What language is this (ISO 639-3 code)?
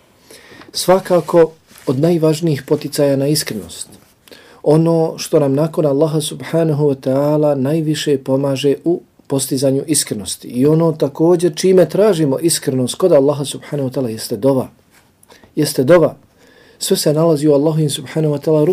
bos